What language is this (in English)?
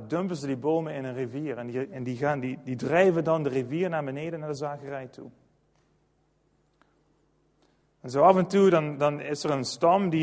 Dutch